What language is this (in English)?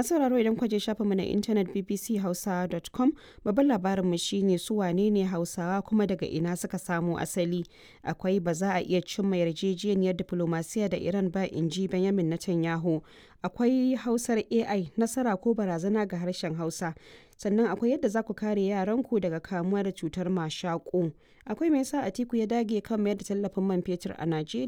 Hausa